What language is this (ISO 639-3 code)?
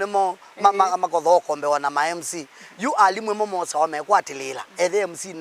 kam